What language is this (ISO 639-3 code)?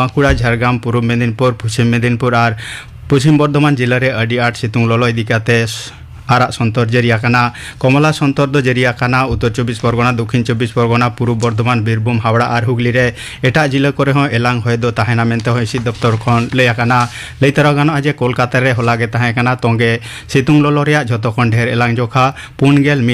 sat